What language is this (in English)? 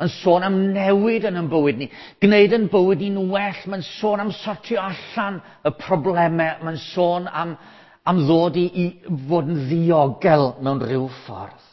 Welsh